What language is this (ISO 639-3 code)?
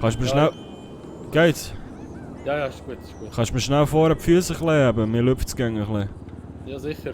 gsw